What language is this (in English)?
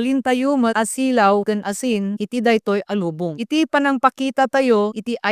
Iloko